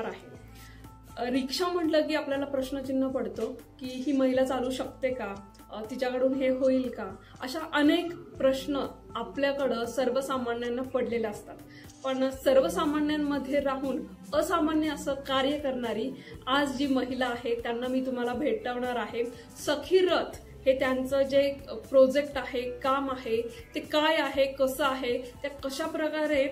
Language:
Marathi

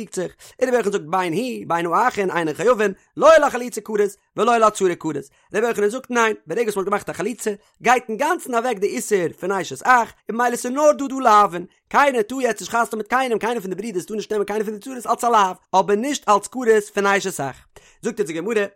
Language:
Yiddish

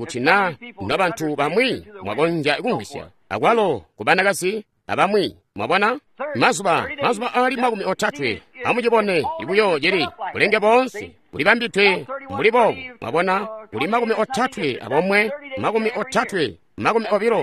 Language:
Tonga (Zambia)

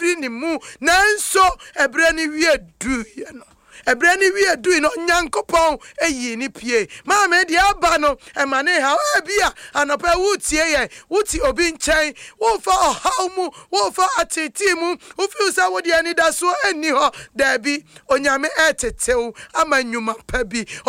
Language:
Akan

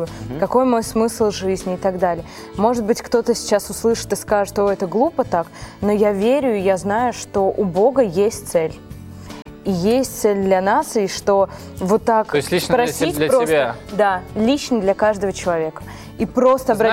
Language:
Russian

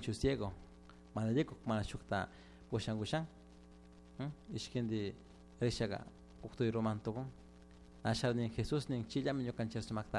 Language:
Chimborazo Highland Quichua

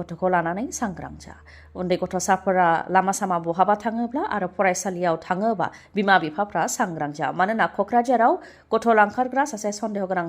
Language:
Bodo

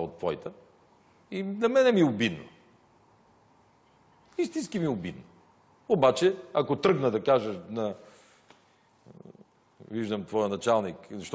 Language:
Bulgarian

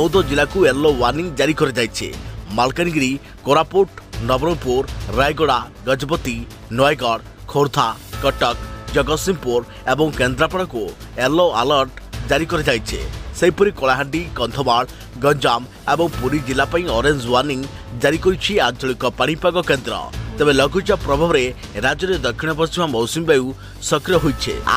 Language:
Odia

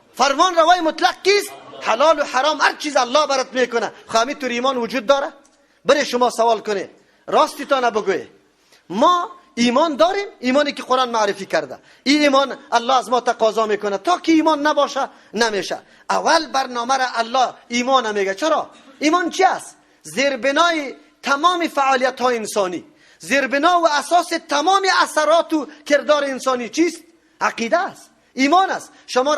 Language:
Persian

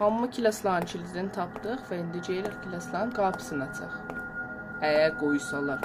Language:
South Azerbaijani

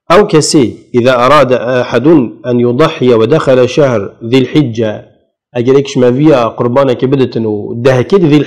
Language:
Kurdish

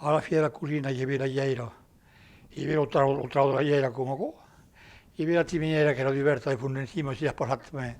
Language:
Occitan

